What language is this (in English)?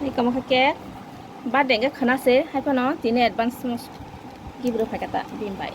Kok Borok